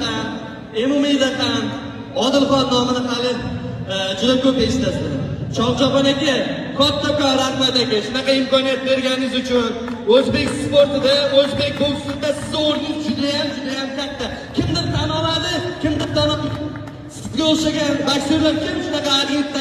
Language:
Uzbek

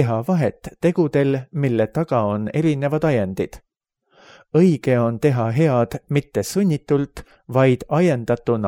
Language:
Estonian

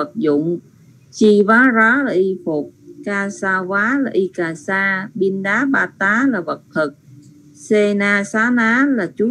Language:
Vietnamese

